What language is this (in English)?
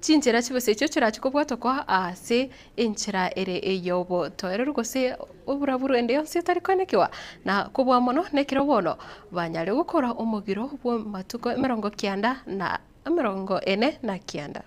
Gusii